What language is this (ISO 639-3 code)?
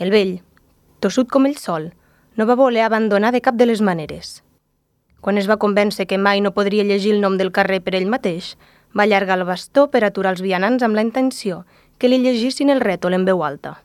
cat